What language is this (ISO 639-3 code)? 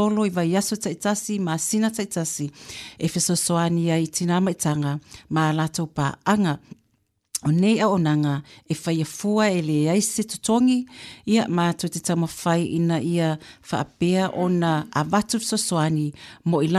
smo